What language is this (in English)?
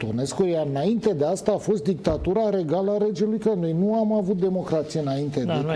Romanian